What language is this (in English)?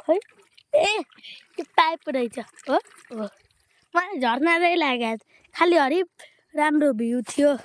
Nepali